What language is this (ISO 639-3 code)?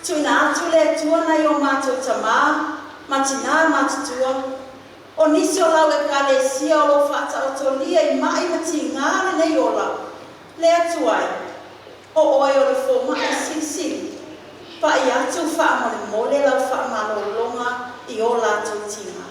smo